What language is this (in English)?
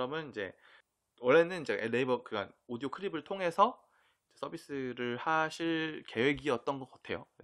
Korean